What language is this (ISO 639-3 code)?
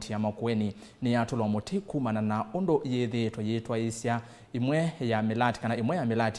kam